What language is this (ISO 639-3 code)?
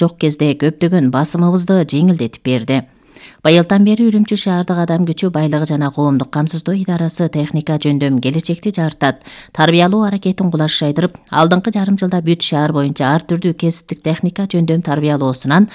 kir